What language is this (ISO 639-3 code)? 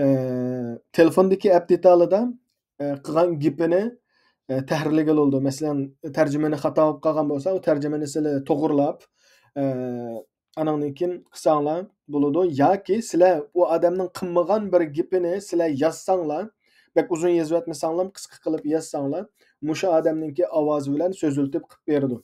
uig